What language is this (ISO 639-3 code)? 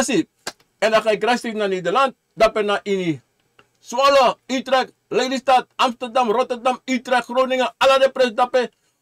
srn